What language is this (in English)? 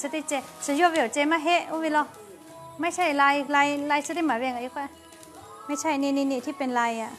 Lahu